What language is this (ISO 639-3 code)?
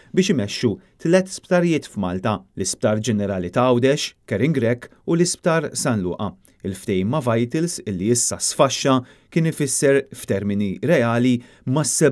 mlt